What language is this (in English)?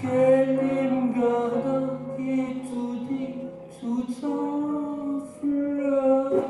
Picard